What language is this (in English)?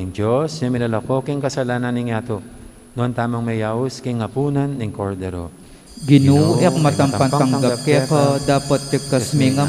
Pampanga